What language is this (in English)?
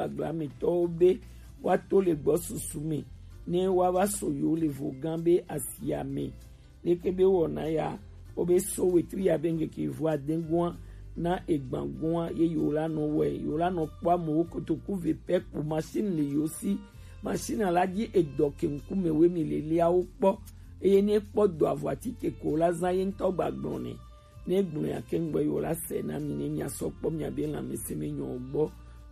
Gen